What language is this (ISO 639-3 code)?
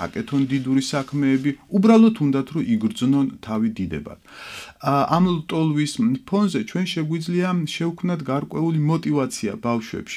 kat